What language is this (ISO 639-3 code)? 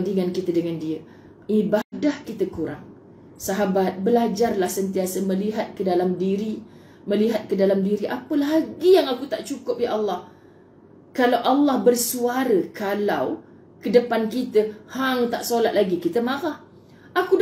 msa